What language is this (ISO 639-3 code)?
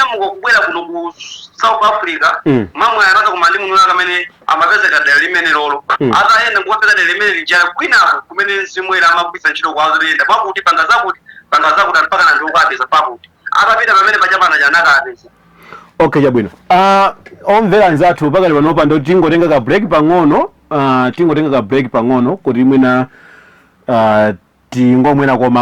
nya